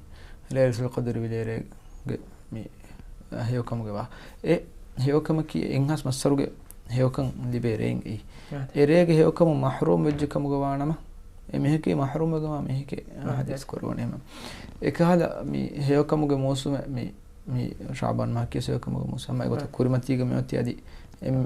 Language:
Divehi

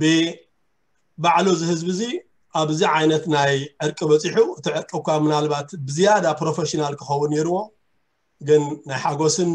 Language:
Tigrinya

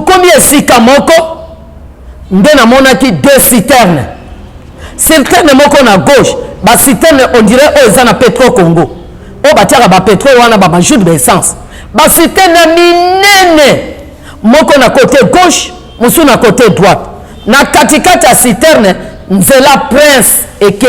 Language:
Lingala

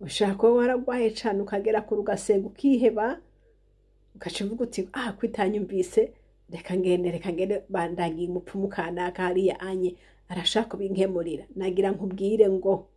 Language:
Rundi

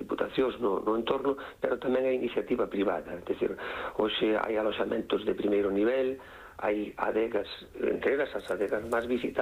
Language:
Galician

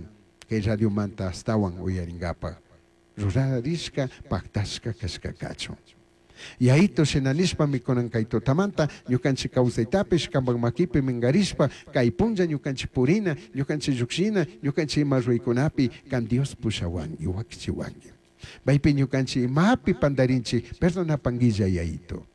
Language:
Chimborazo Highland Quichua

